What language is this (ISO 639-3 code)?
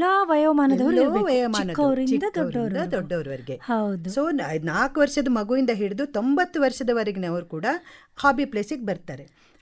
kan